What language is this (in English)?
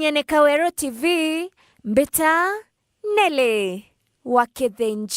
Meru